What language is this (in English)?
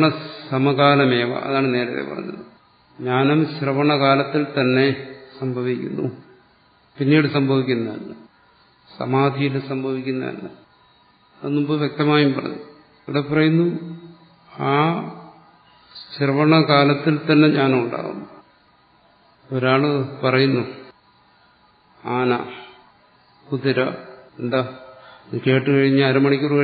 Malayalam